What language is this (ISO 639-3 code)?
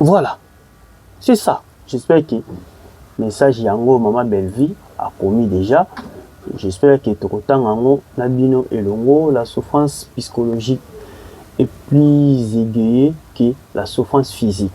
lin